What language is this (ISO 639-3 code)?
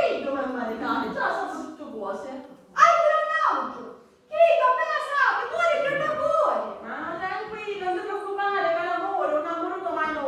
scn